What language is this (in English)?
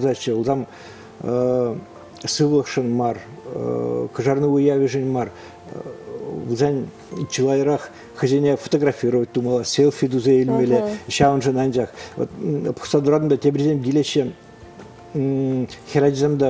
Chuvash